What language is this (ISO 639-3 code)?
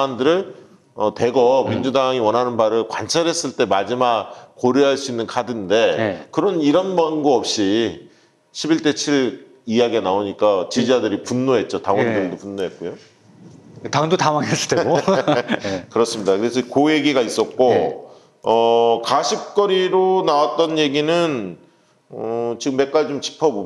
kor